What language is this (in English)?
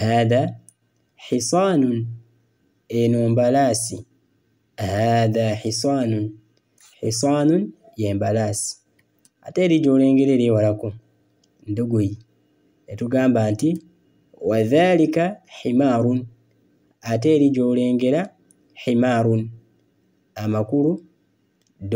Ganda